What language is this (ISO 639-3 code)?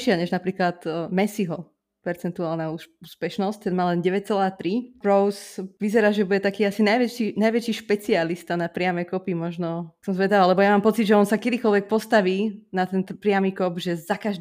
slk